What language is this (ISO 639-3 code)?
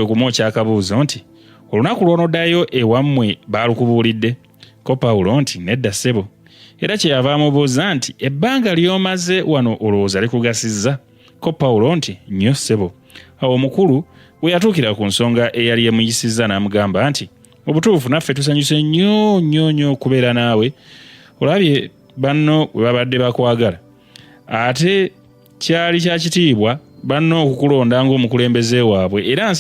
lug